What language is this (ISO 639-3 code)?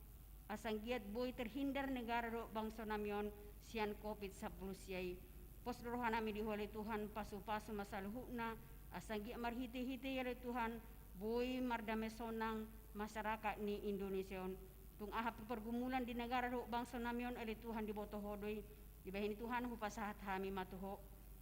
bbc